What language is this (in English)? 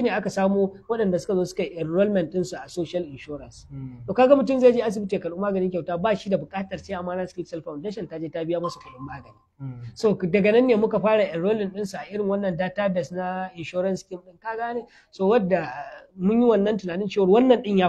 Hausa